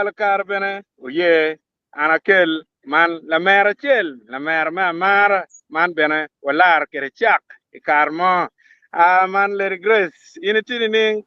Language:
Acoli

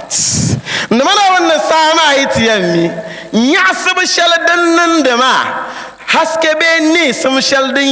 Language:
Dagbani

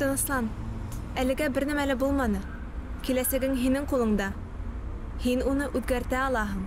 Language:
Bashkir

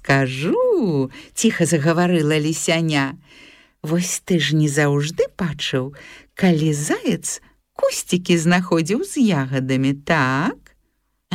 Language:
Belarusian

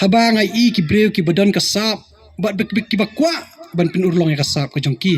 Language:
Khasi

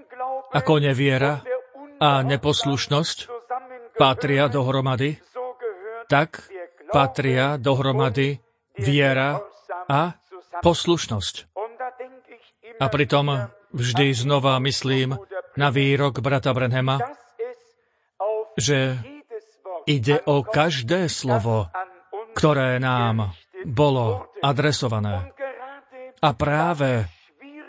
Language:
Slovak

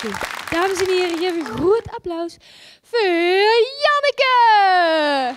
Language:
Limburgish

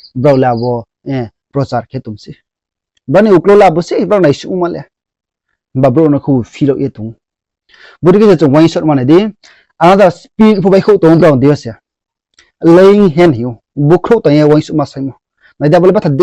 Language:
Riang (India)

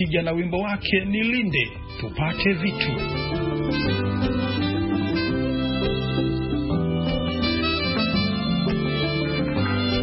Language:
Swahili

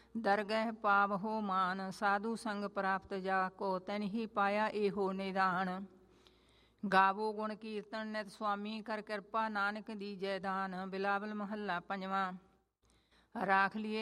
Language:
Punjabi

